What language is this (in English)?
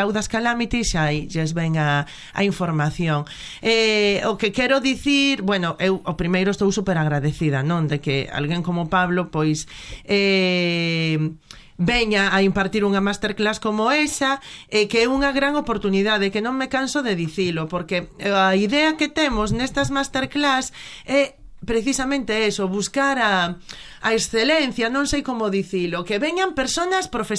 Galician